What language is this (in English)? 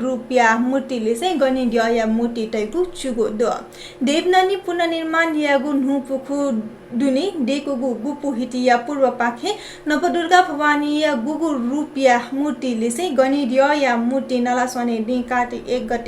Newari